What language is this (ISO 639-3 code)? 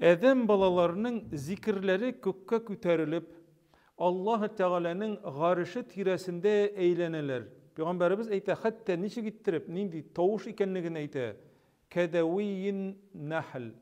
tat